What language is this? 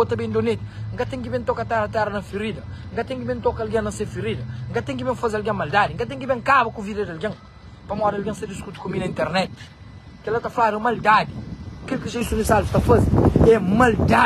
Kabuverdianu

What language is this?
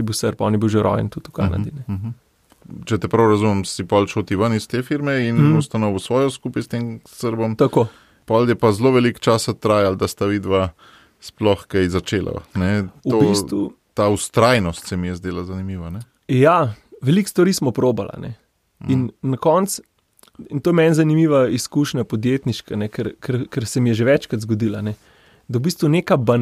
Slovenian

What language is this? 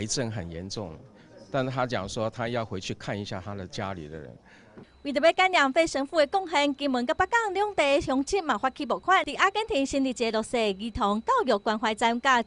Min Nan Chinese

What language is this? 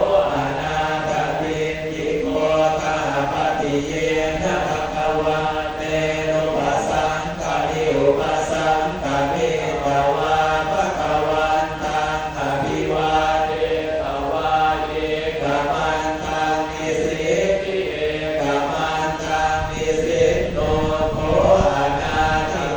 Pali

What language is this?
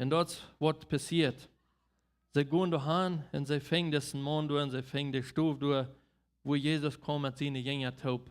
Plautdietsch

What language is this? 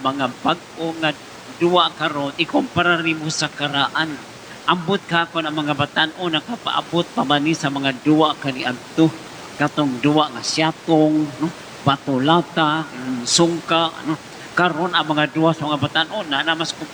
Cebuano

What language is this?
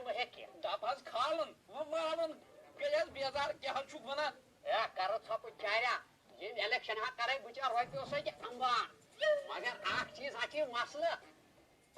Kashmiri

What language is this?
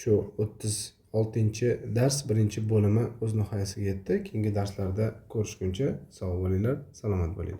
Uzbek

